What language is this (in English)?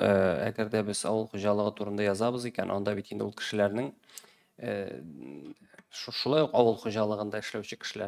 Tatar